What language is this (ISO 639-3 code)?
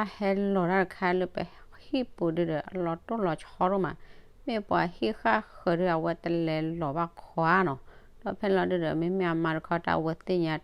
ksw